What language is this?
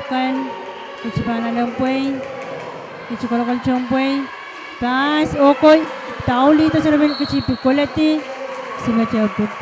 Pohnpeian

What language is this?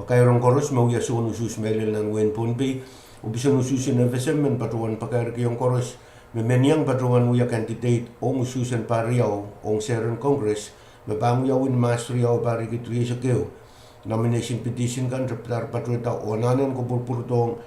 Pohnpeian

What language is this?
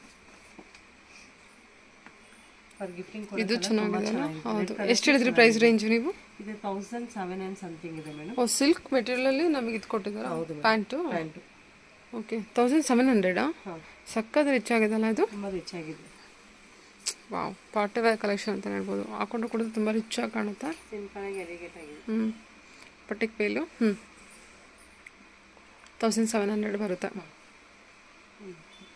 Kannada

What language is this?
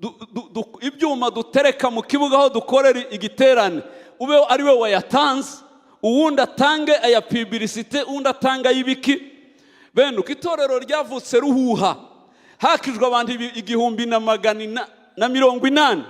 Kinyarwanda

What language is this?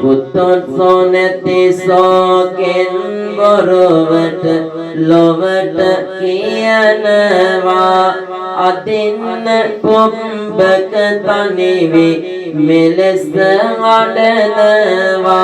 Sinhala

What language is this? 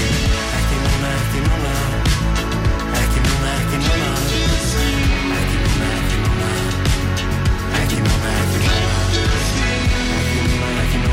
Icelandic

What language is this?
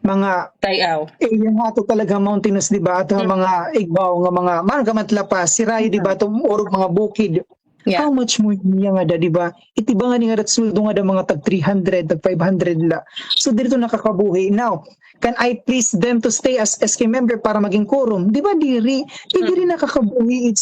Waray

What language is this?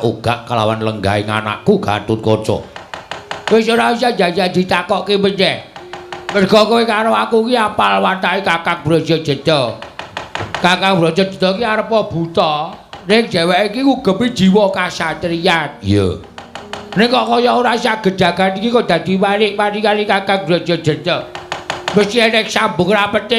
Javanese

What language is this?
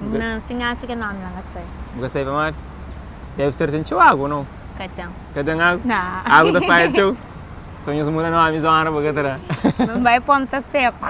Kabuverdianu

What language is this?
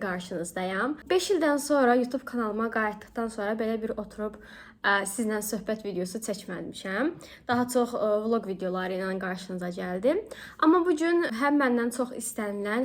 Azerbaijani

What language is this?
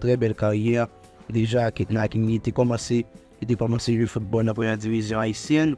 Haitian Creole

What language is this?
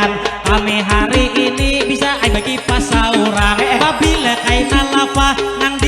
Banjar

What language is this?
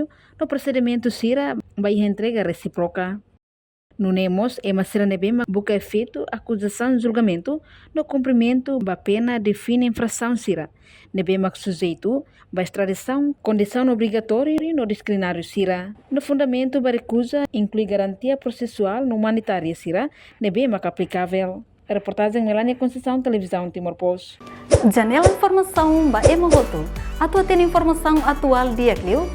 Tetum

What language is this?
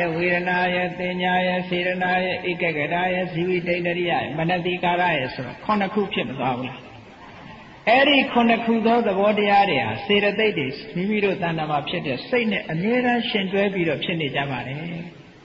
Burmese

